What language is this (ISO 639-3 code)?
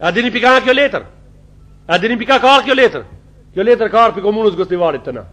sqi